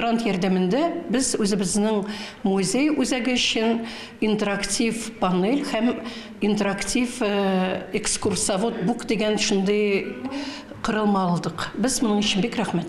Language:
Tatar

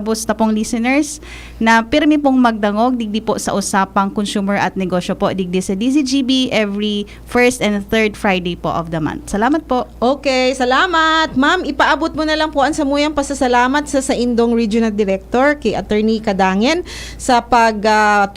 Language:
Bikol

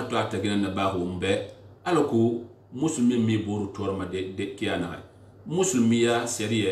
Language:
Susu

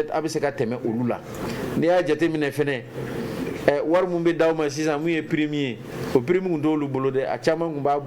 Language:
Bambara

